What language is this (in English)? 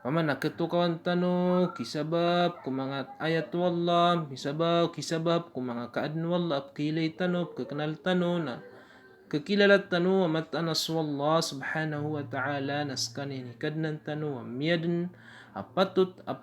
Maranao